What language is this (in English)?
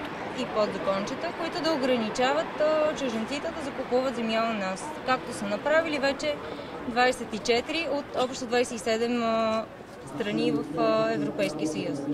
Bulgarian